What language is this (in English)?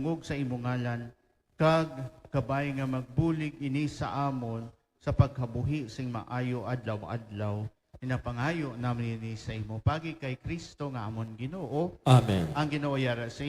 Hiligaynon